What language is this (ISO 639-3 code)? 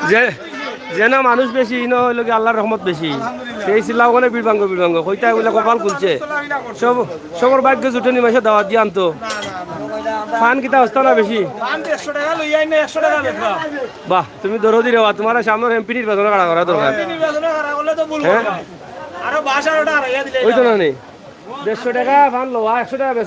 syl